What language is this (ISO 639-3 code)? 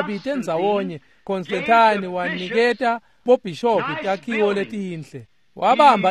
ssw